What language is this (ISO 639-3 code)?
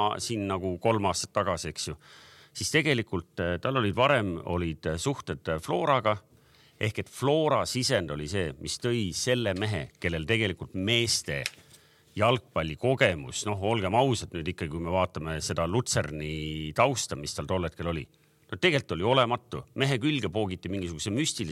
est